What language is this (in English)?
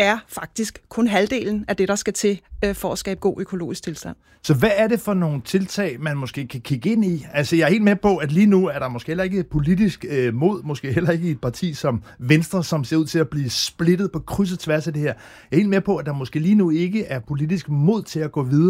Danish